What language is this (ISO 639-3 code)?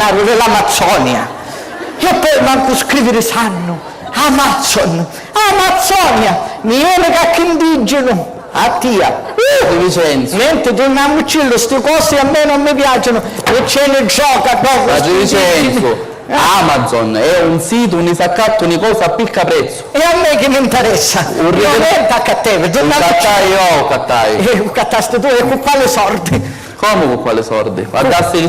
scn